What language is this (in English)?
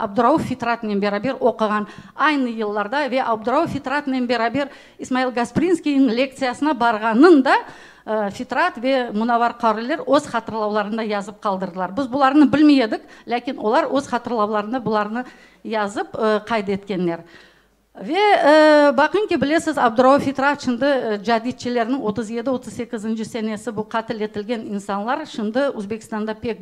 Crimean Tatar